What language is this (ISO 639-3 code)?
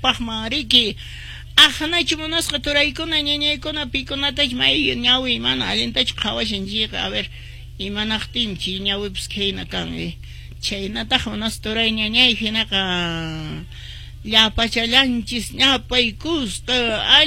que